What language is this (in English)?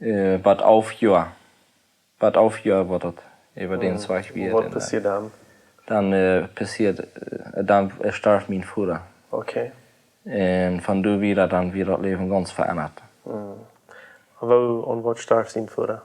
Plautdietsch